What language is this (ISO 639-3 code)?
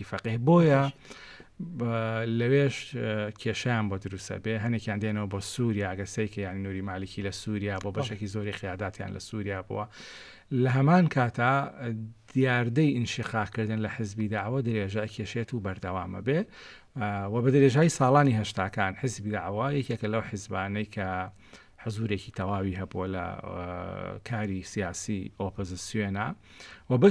ckb